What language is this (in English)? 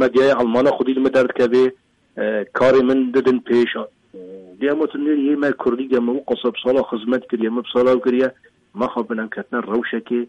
Kurdish